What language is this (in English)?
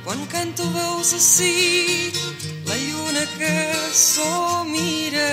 Catalan